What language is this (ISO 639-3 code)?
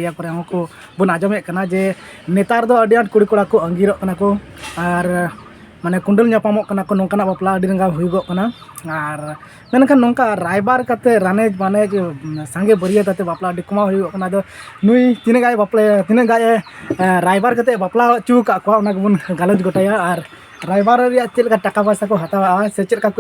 sat